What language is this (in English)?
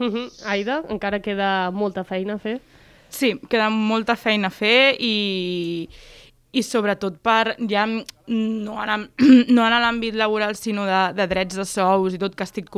Catalan